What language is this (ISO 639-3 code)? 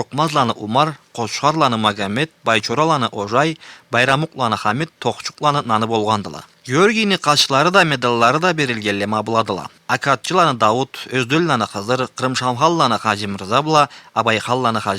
krc